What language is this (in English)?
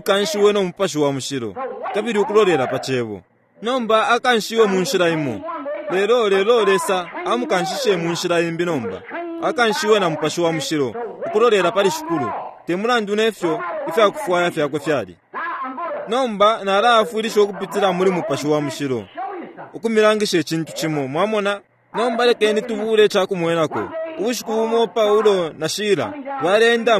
Bemba